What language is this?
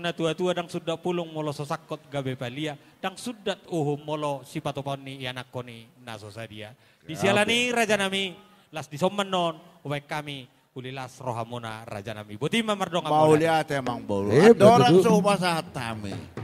Batak Toba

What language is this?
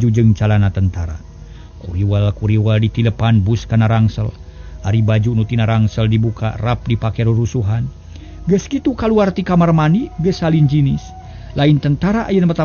Sundanese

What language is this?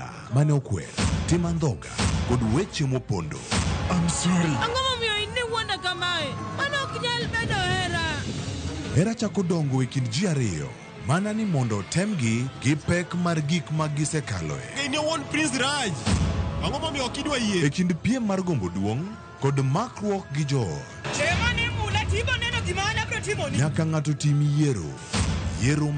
Luo (Kenya and Tanzania)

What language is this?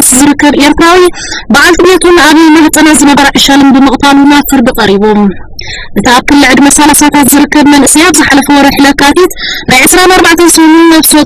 Tigrinya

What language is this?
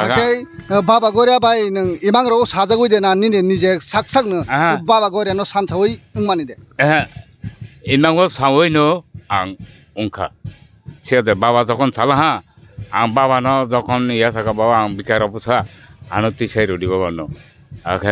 Kok Borok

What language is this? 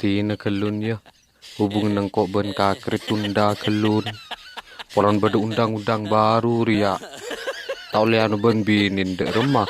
Madurese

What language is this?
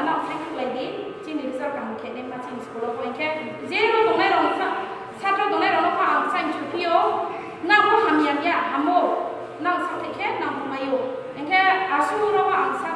Riang (India)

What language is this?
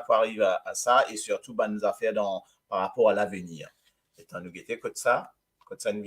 Morisyen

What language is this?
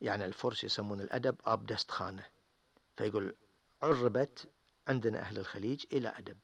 Gulf Arabic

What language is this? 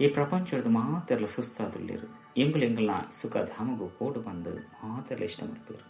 Tulu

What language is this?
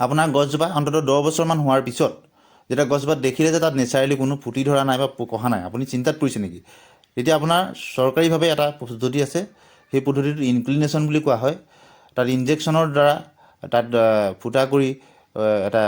Assamese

